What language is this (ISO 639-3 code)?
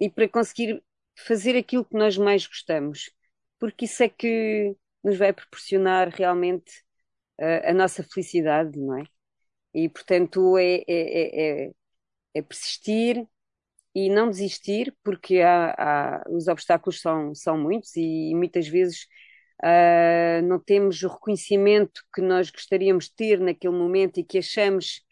por